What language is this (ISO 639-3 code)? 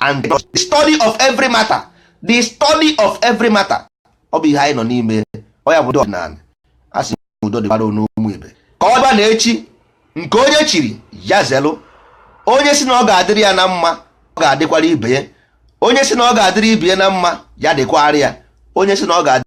ibo